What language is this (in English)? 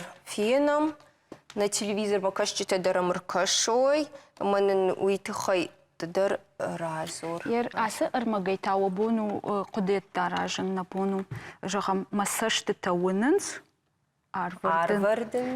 Ossetic